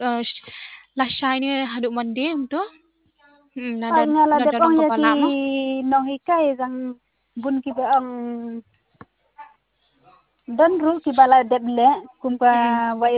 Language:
Khasi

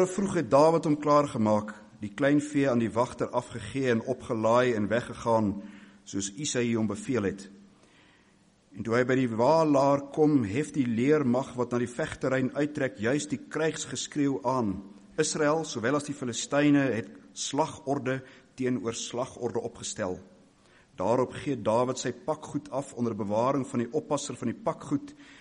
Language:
Afrikaans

